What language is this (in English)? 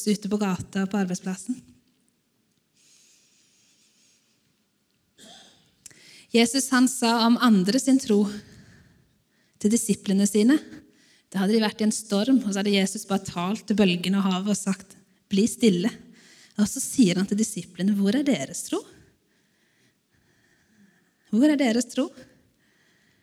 Norwegian